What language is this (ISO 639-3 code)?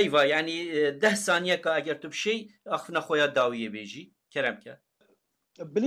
kur